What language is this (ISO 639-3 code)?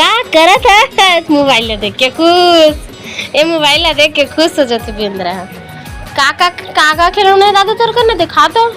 hne